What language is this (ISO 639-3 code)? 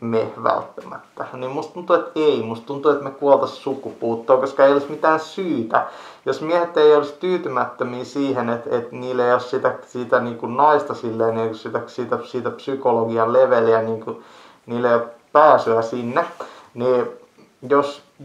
fin